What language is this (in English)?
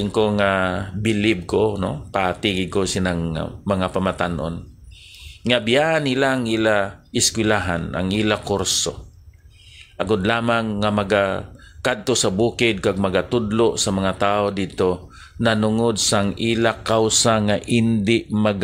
Hiligaynon